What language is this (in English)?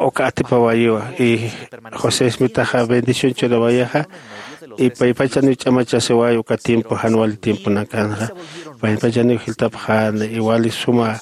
Aymara